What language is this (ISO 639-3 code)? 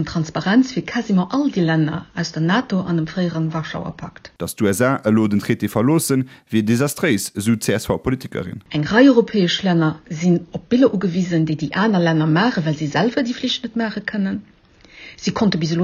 ltz